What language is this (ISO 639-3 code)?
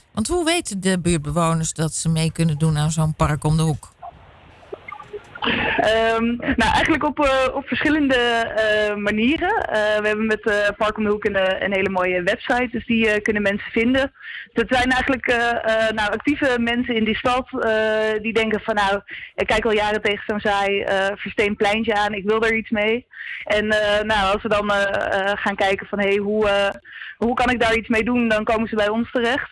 nld